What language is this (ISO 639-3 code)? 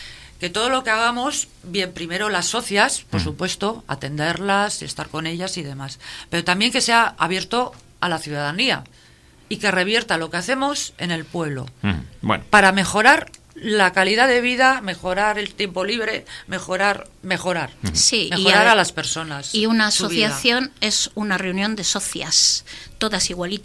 spa